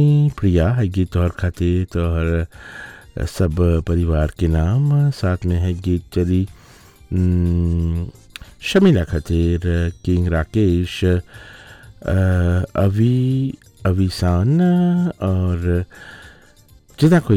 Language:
Bhojpuri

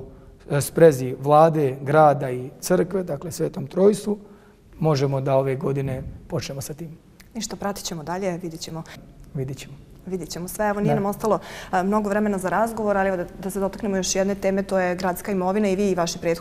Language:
Bosnian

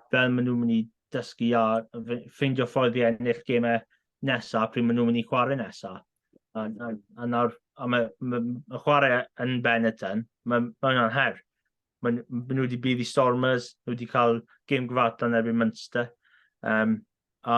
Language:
Welsh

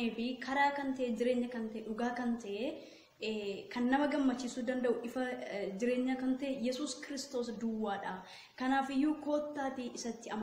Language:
Oromo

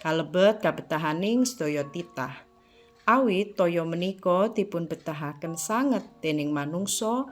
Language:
Javanese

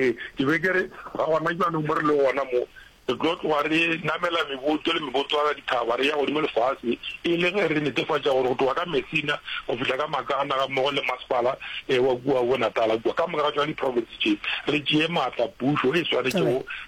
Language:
Northern Sotho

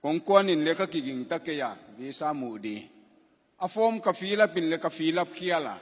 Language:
Tedim Chin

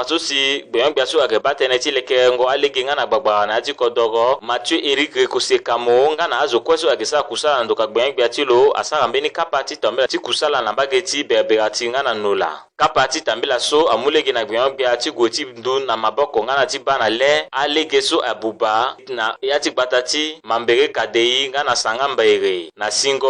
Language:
Sango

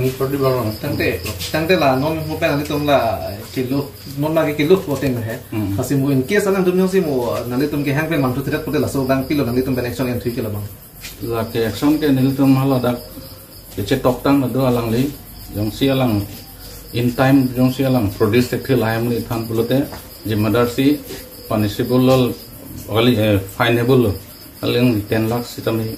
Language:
Karbi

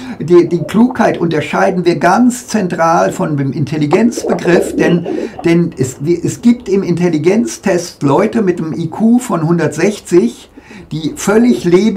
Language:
German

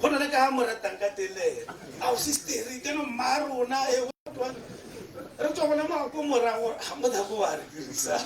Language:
Tswana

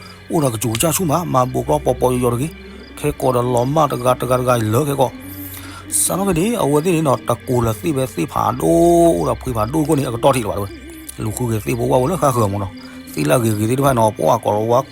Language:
S'gaw Karen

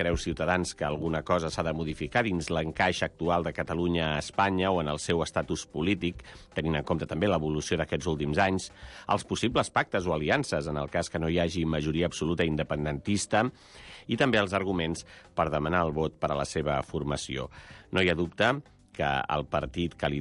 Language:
Catalan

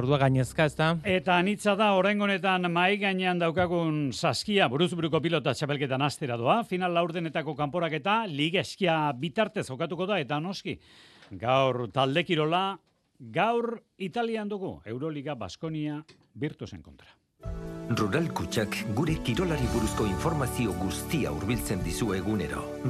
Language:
Basque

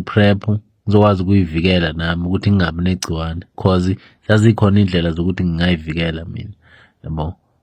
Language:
Zulu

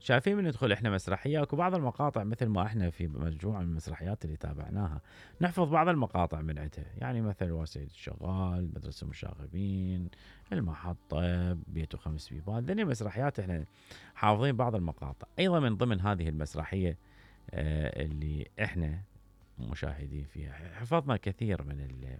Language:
Mesopotamian Arabic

